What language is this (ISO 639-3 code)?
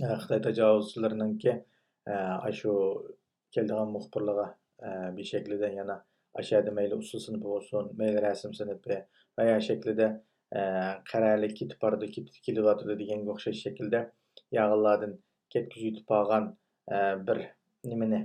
uig